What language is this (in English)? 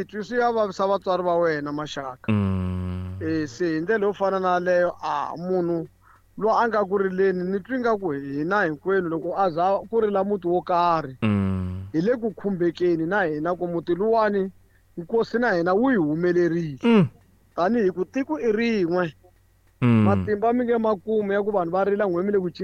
Tsonga